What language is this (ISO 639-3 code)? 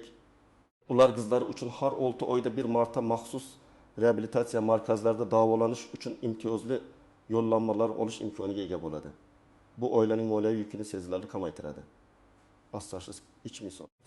uzb